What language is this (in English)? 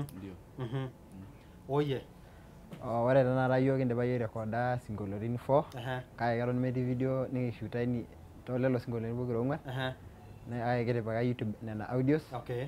Masai